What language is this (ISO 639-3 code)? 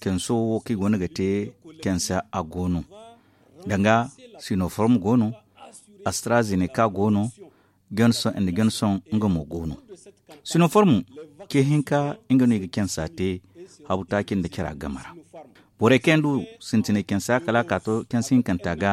dje